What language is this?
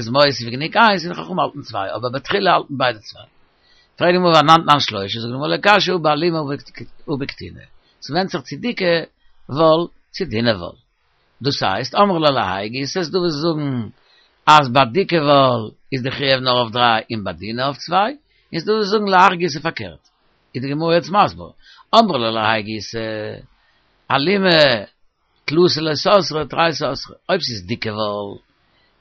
Yiddish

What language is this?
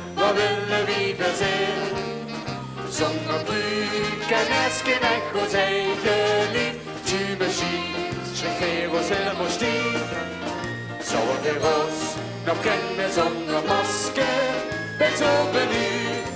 Limburgish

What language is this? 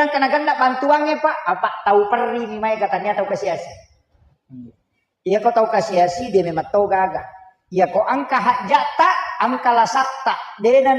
Buginese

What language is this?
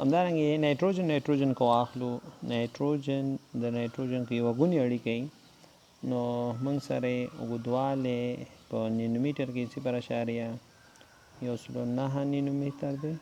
Pashto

